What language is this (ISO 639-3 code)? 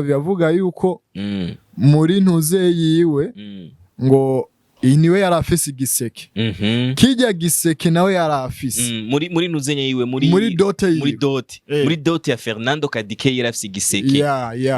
run